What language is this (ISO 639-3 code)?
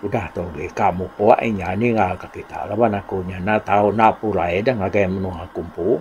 iba